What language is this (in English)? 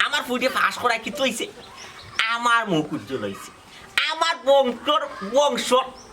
Sylheti